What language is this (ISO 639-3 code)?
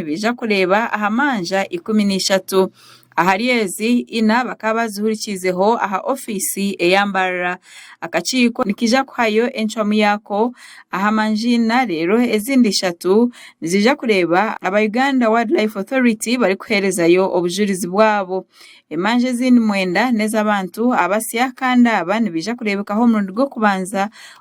nyn